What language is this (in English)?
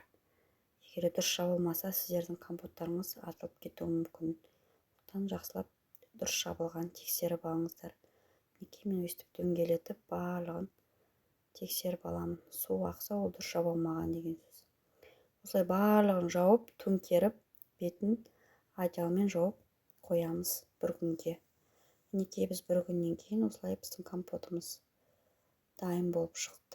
Kazakh